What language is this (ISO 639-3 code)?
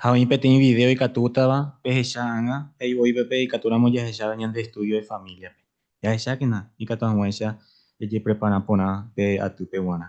grn